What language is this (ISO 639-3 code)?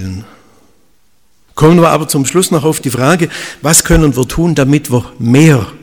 deu